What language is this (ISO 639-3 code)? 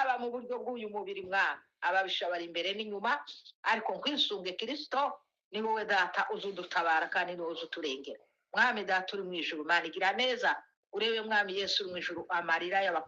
kin